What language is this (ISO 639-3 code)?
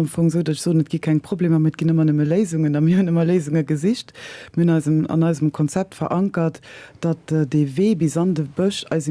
ltz